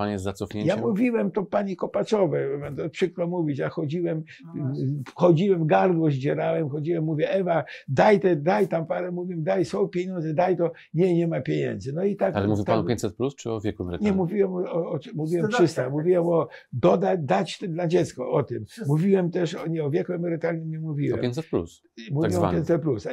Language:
Polish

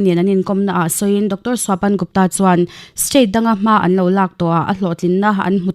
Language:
Mizo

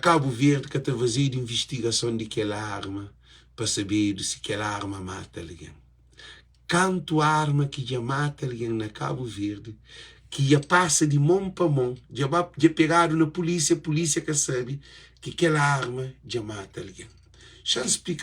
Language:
Kabuverdianu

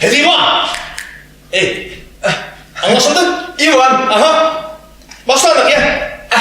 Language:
Bashkir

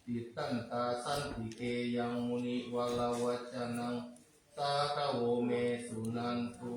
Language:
Pali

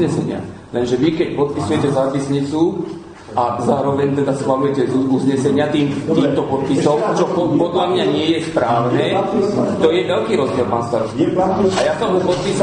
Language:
Slovak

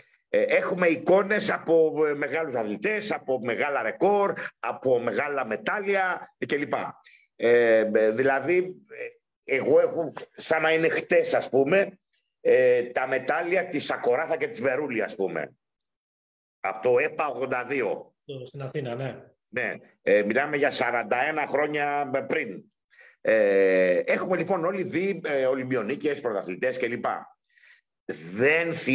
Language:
Greek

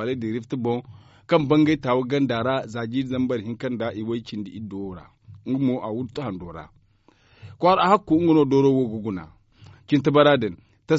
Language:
Zarma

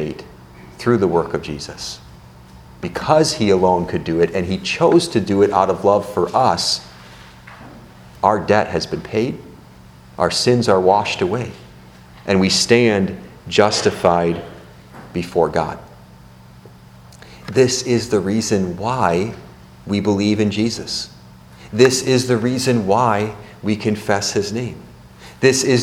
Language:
English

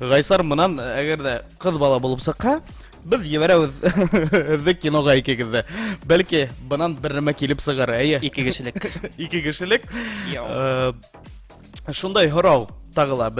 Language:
Bashkir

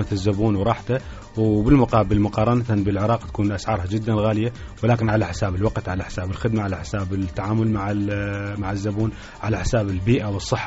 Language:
Mesopotamian Arabic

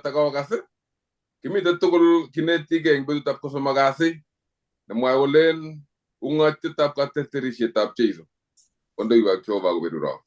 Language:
Kalenjin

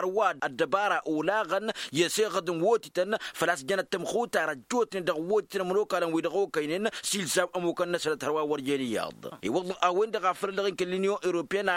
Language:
Tamasheq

